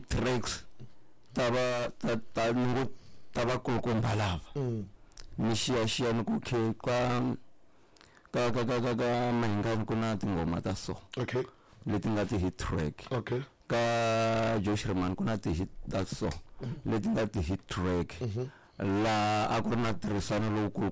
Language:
Tsonga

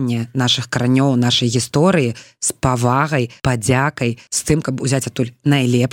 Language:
Belarusian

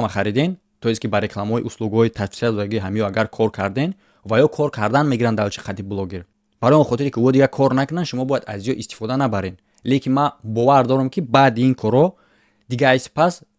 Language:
Tajik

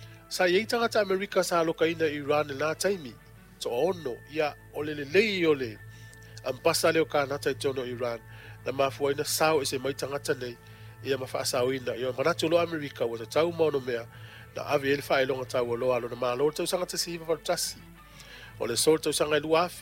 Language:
Samoan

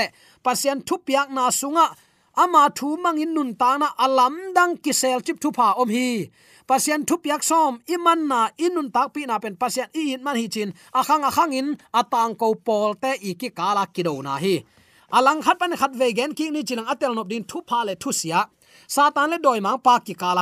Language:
Tedim Chin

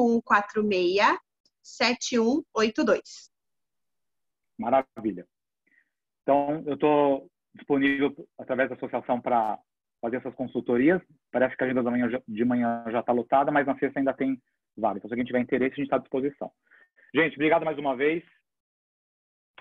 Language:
Portuguese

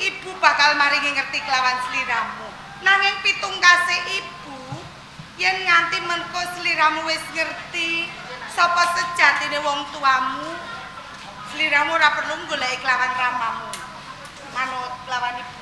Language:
Javanese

